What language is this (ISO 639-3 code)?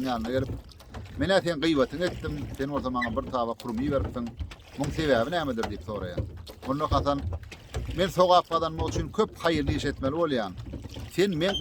tuk